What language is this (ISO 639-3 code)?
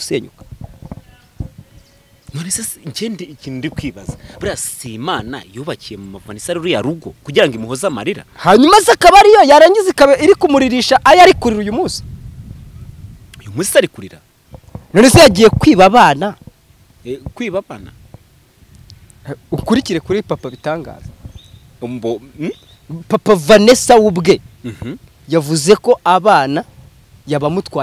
kin